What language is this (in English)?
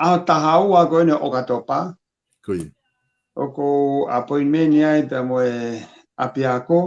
Tongan